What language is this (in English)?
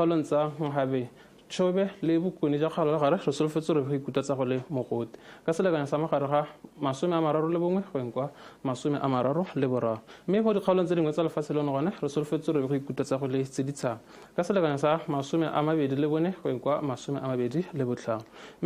Tswana